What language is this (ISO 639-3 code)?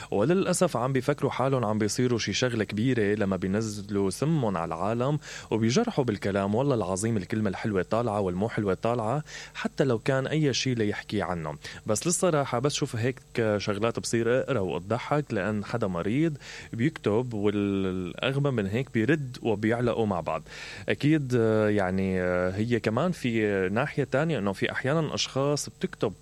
acm